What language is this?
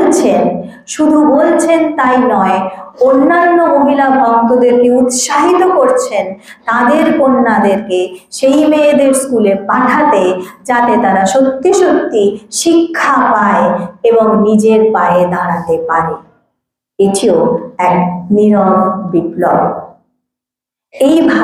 Bangla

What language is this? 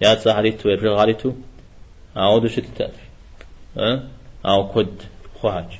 Kabardian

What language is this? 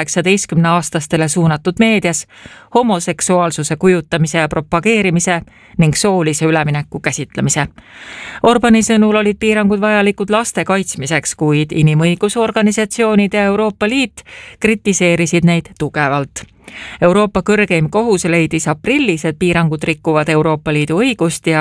Estonian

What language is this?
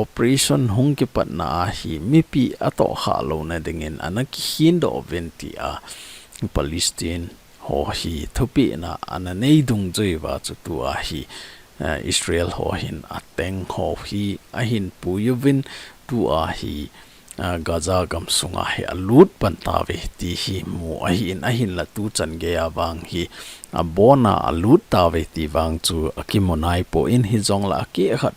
Thado Chin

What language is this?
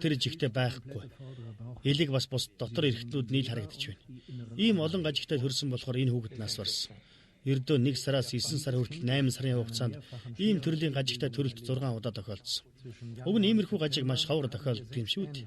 Mongolian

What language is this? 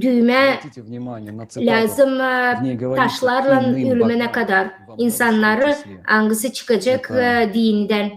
Gagauz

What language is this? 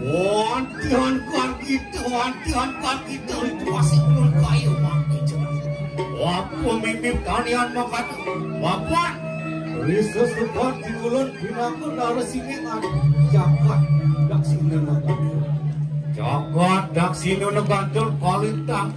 Balinese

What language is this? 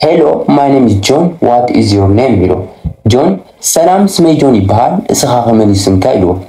Tigrinya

